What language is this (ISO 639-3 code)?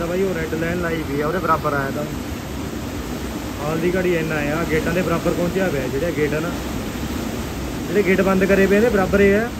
pan